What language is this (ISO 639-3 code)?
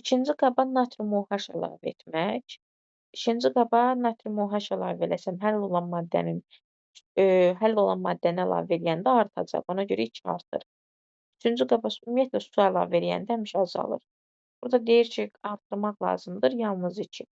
aze